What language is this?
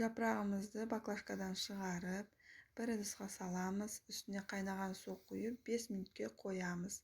Kazakh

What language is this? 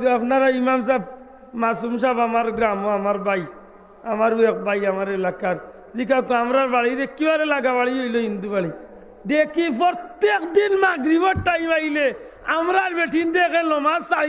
Sylheti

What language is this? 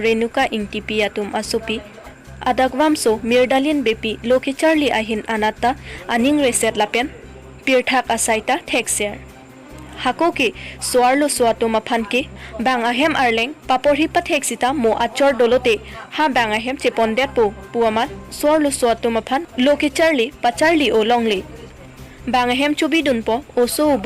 Karbi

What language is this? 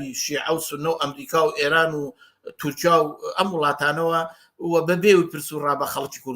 Central Kurdish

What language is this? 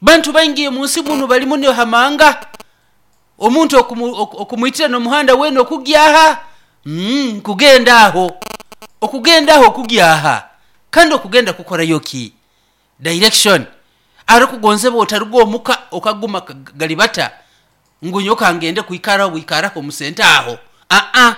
Nyoro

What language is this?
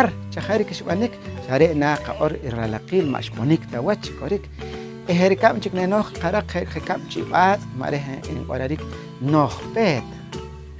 Poqomchi'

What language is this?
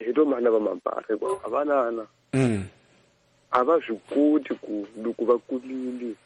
Tsonga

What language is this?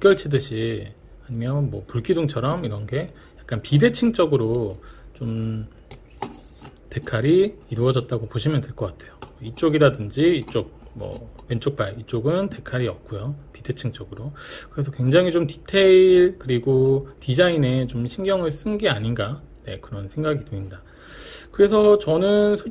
Korean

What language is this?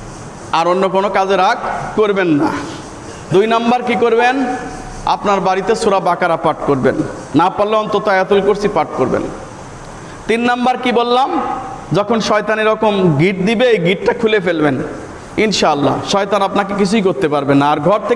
Bangla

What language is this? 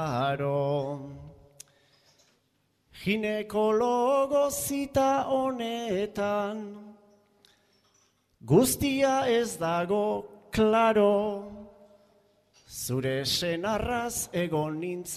Basque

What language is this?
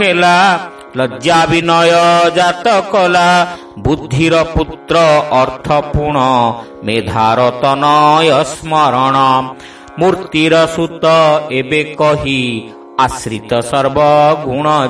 Odia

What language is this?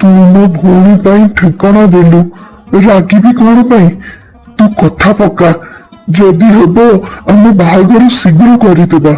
Odia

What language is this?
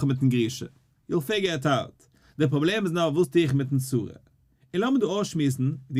Yiddish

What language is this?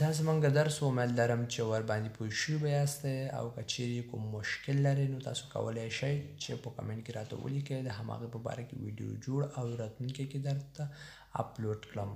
Pashto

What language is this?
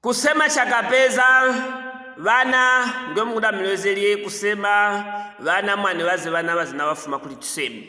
Luvale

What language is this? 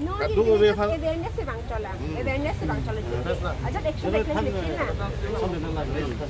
Karbi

